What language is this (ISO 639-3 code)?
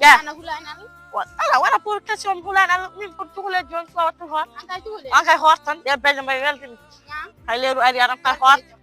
ful